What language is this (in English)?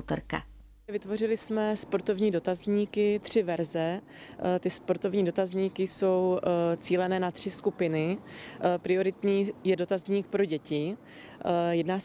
Czech